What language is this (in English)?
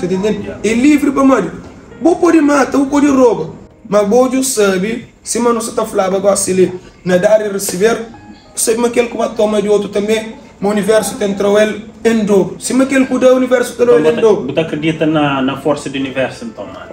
Kabuverdianu